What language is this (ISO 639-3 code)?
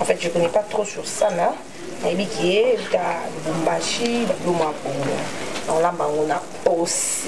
lin